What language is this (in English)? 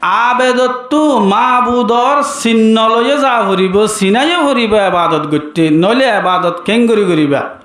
Rohingya